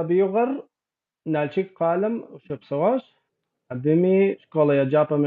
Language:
Kabardian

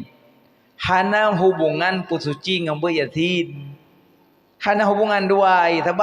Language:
Achinese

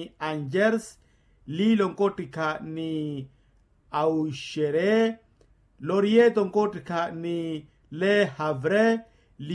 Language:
Makhuwa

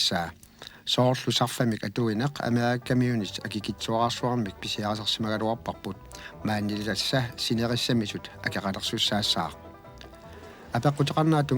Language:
Kalaallisut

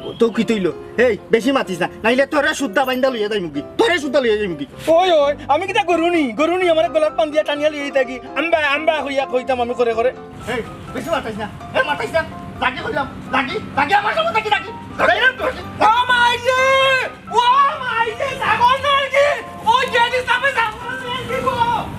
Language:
Sylheti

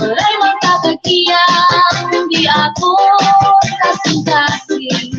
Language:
Waray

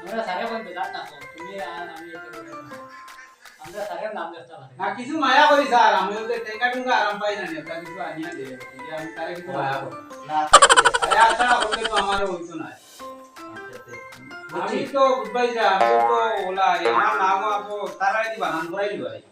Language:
Sylheti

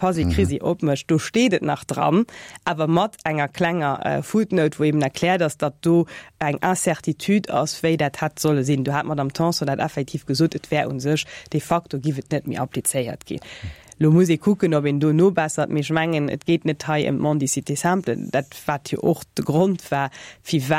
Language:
Luxembourgish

